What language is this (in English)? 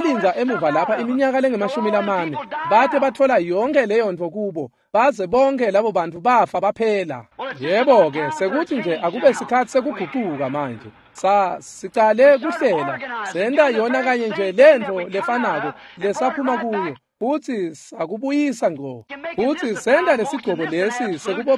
Swati